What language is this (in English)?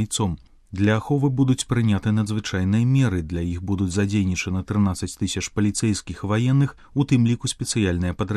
Belarusian